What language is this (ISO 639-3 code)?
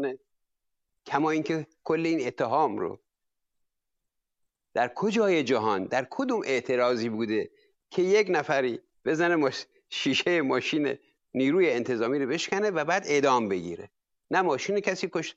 fas